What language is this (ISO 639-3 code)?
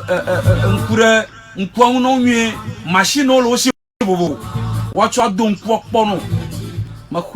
ewe